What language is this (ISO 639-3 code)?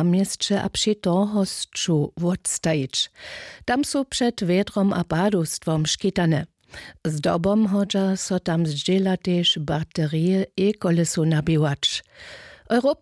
hsb